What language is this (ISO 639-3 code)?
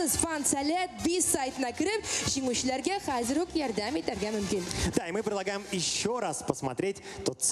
tat